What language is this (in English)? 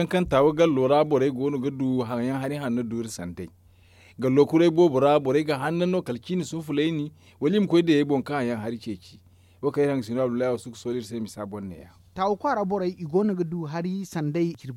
Zarma